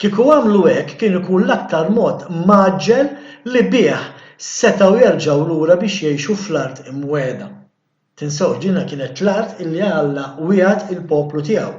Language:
Maltese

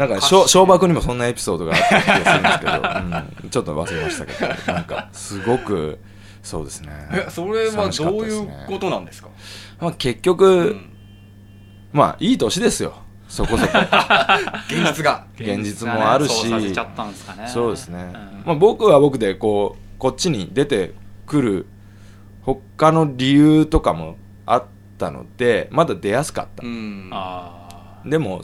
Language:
Japanese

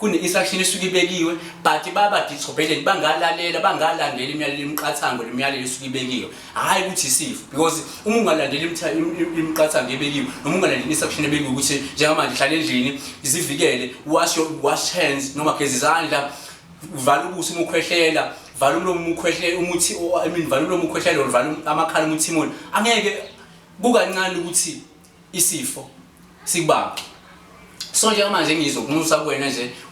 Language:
Zulu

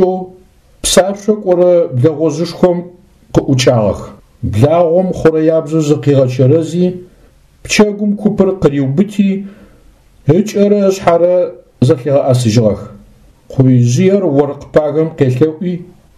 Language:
Adyghe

